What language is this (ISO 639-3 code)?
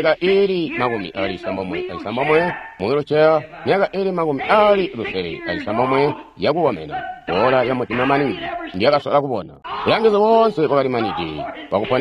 toi